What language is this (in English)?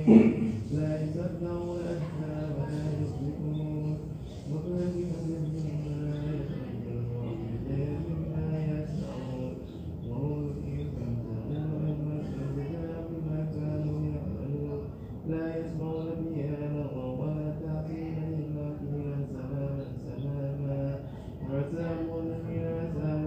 Arabic